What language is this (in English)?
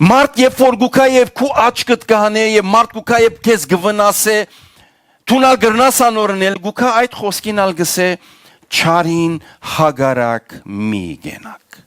Western Armenian